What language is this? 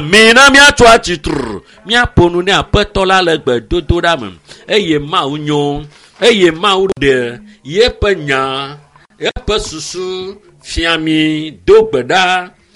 Ewe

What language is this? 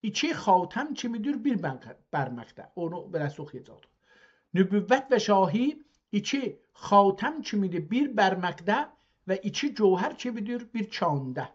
South Azerbaijani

